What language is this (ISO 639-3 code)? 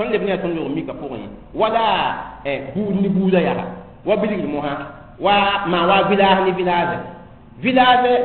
mos